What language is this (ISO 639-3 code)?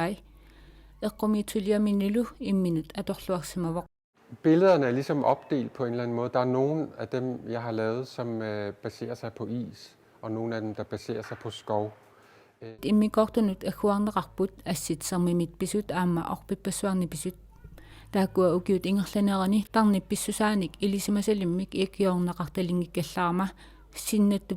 kal